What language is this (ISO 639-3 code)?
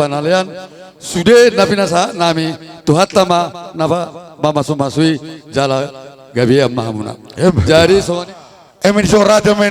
bbc